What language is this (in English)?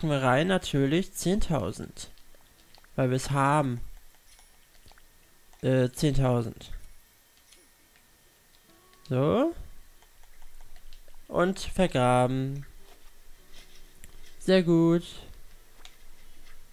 German